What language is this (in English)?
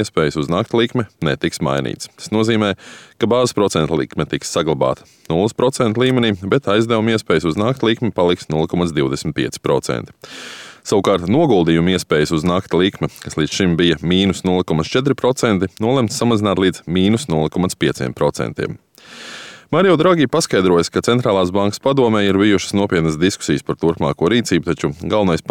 Latvian